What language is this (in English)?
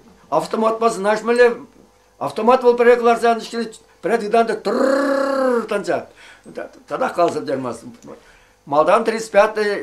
Chuvash